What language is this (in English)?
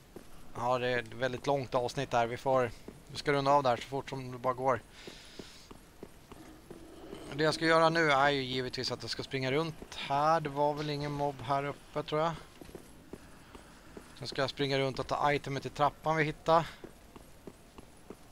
Swedish